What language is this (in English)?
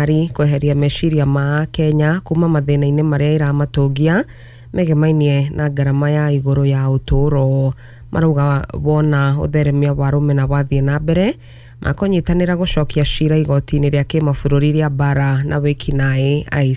Kikuyu